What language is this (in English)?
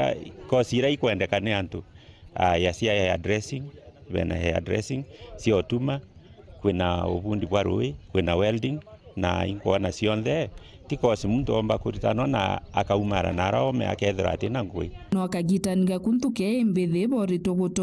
Meru